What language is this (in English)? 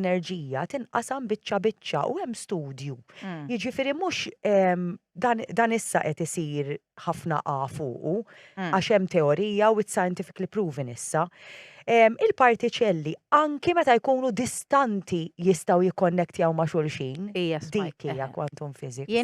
Maltese